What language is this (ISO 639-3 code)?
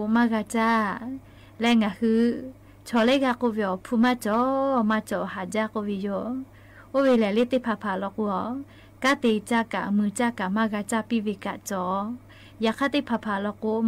lhu